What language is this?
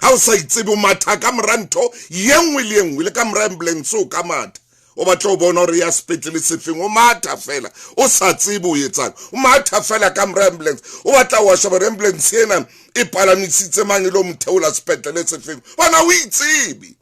Southern Sotho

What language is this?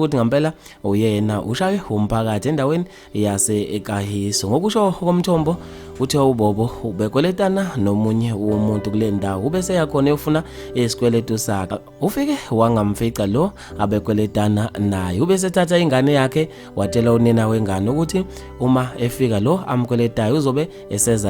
Zulu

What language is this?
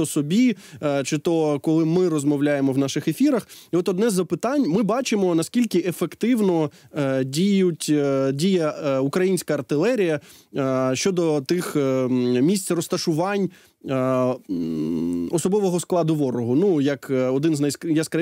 Ukrainian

